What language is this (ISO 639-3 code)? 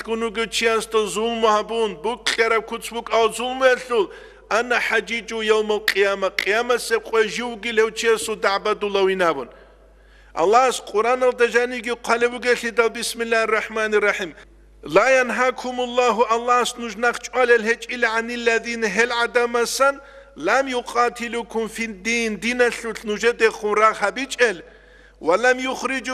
ava